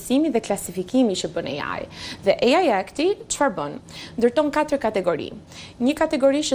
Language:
Albanian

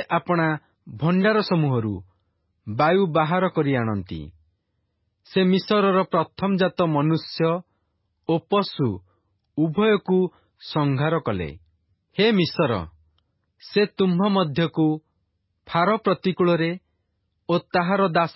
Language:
Odia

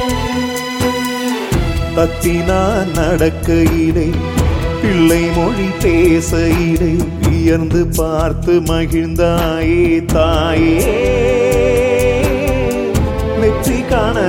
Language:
Tamil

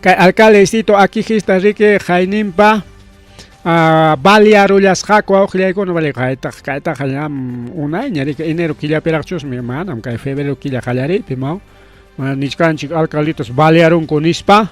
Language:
Ayacucho Quechua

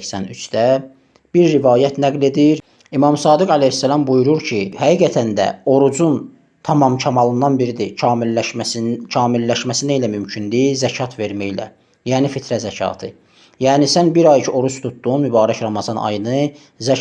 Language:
Azerbaijani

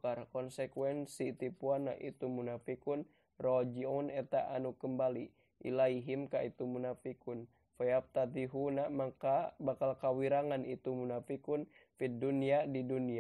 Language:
Sundanese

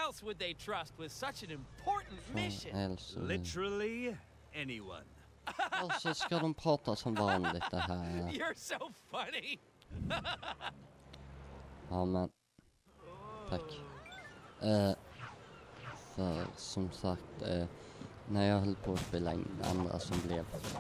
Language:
Swedish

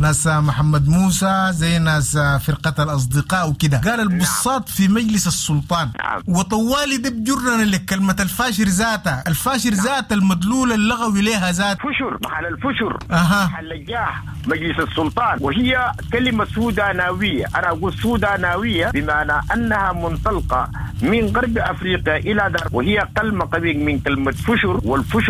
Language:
Sudanese Arabic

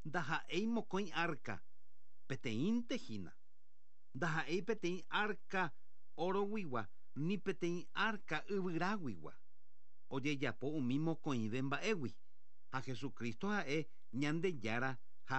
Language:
Guarani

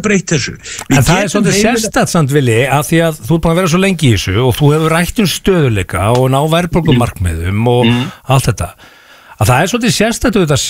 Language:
Icelandic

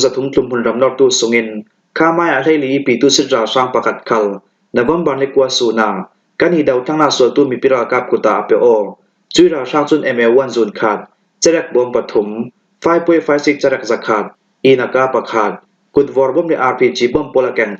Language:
Falam Chin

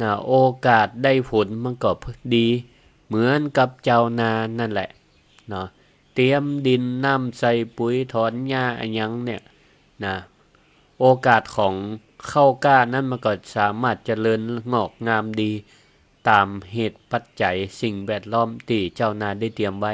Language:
Northern Thai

